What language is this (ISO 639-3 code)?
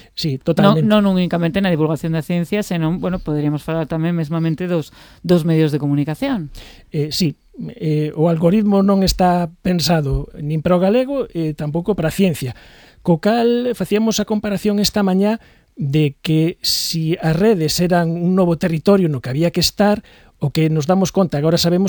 glg